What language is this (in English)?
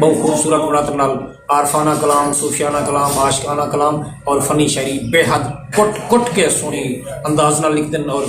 Saraiki